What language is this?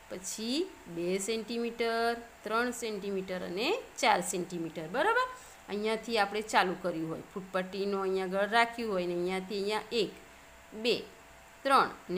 Gujarati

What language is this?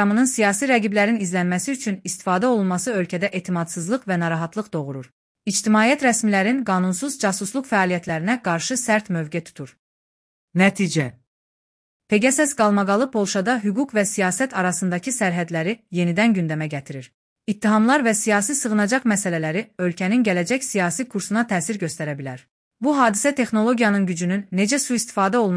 Azerbaijani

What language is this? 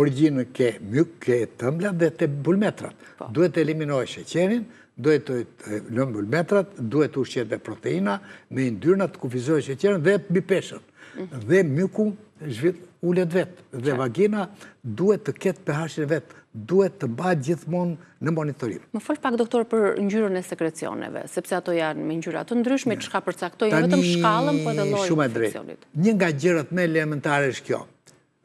Albanian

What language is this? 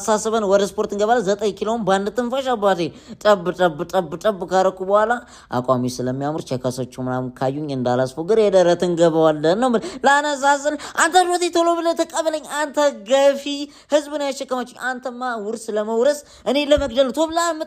Amharic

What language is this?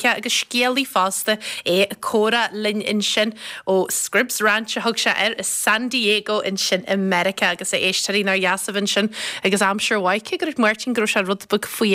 Irish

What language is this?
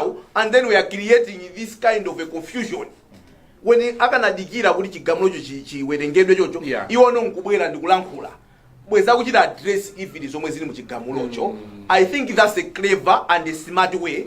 Nyanja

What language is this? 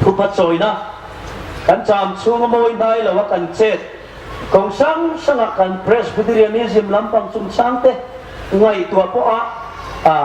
Hmar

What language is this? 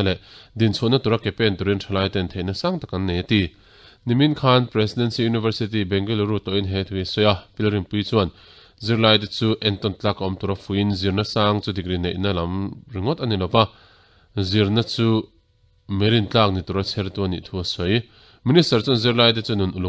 Mizo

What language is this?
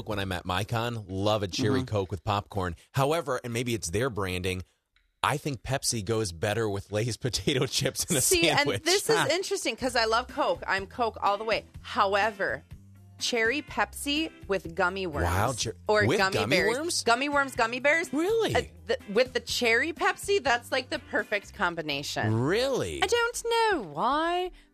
English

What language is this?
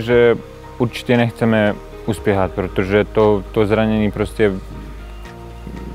Czech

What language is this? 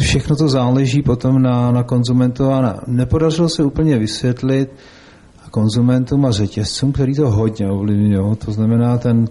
Czech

